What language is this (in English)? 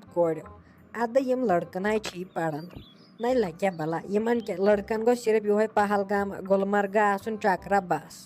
Kashmiri